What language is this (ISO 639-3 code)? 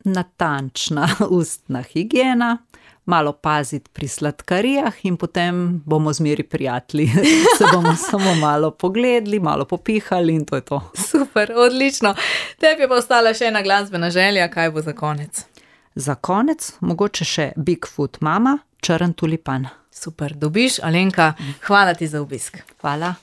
slv